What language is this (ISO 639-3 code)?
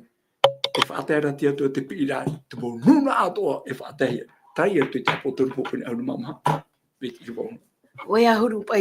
tah